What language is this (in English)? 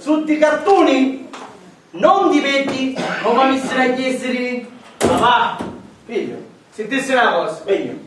Sicilian